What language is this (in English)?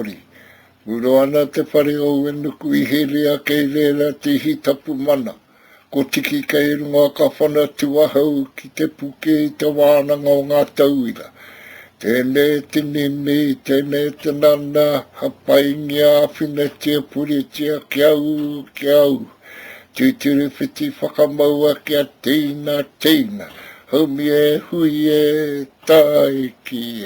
Māori